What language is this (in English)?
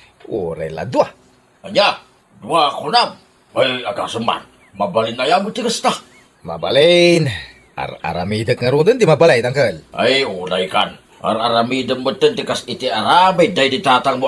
Iloko